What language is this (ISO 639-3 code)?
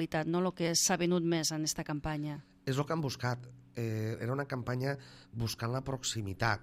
cat